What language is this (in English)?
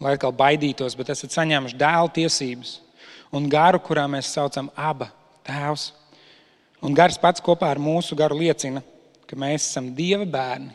Latvian